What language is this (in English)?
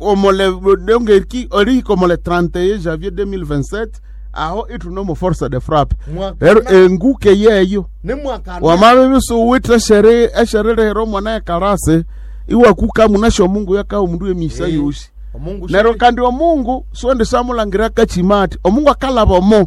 Nande